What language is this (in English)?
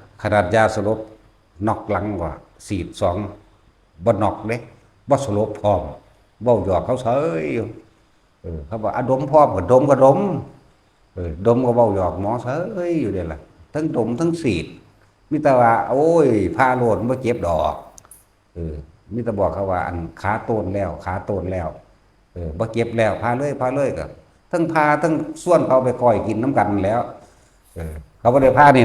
Northeastern Thai